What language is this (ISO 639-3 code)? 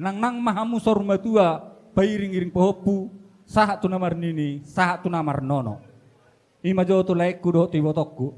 bbc